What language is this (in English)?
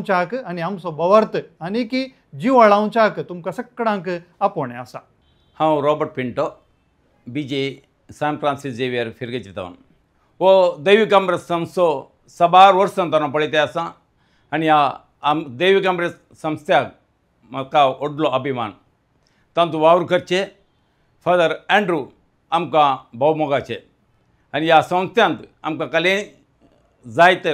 Konkani